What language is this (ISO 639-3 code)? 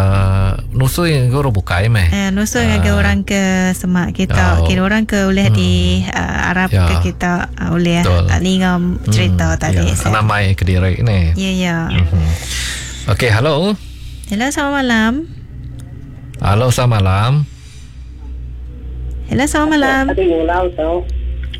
msa